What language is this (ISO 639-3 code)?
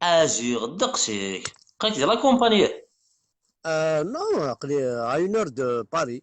kab